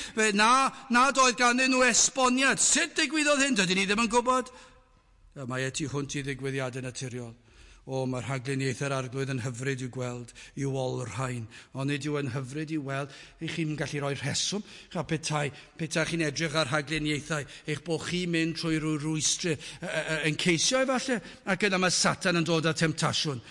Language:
Welsh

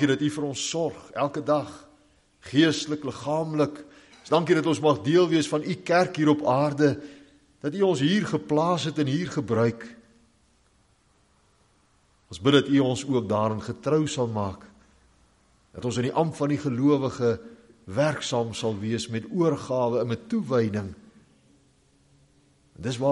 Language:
Afrikaans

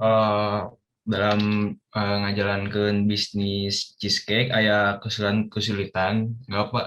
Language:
Sundanese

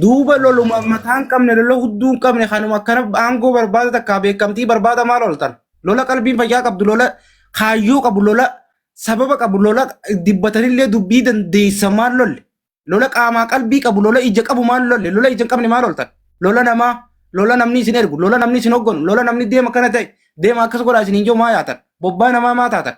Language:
Oromo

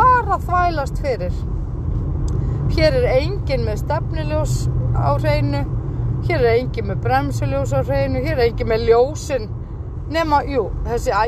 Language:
Icelandic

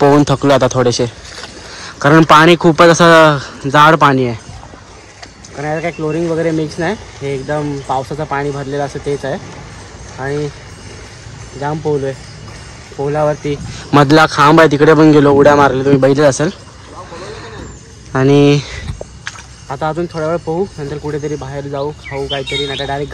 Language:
Marathi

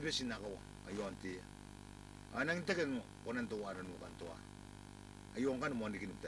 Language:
Gilbertese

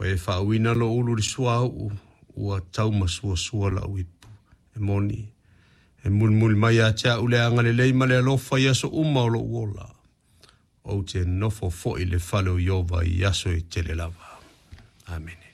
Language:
Samoan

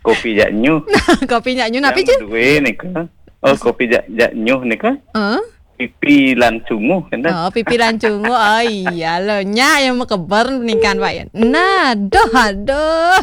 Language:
Balinese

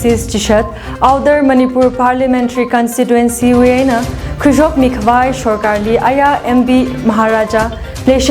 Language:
Tangkhul Naga (India)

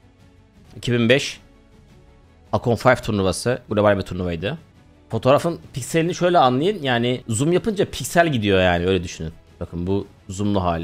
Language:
Turkish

